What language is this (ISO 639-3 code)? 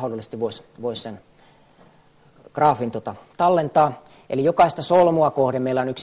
fin